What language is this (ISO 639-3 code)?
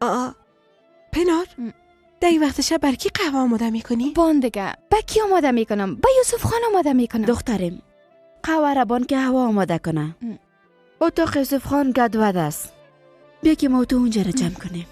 fas